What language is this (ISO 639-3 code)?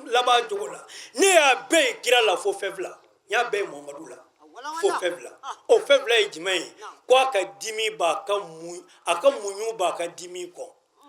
bam